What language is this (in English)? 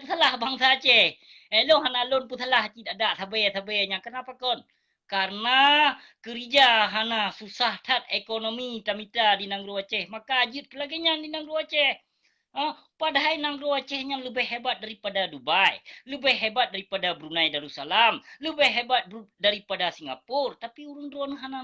Achinese